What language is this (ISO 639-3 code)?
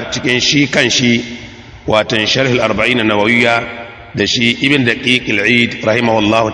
hau